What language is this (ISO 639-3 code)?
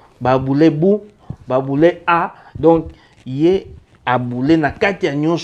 lin